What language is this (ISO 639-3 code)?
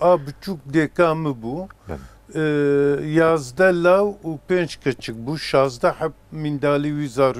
kur